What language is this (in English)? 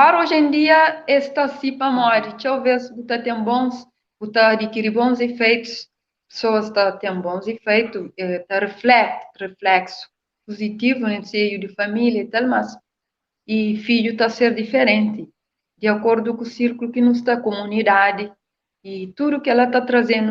Kabuverdianu